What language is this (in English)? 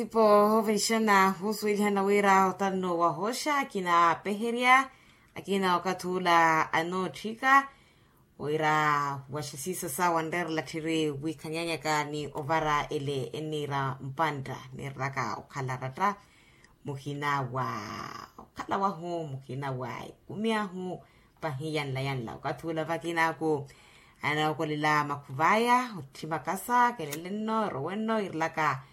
Makhuwa